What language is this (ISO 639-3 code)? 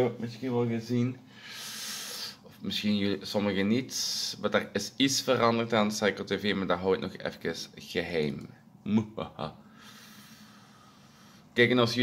nld